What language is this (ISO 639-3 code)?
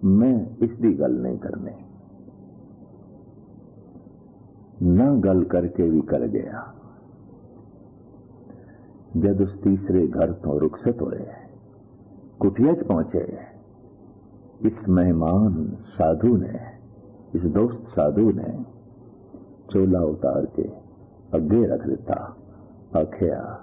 pan